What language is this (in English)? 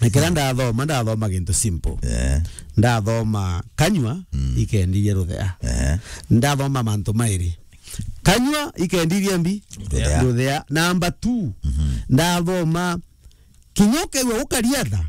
Meru